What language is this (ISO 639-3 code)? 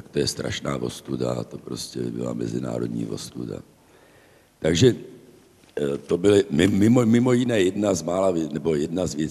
ces